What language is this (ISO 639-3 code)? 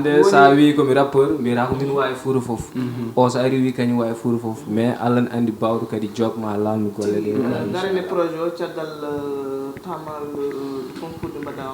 ful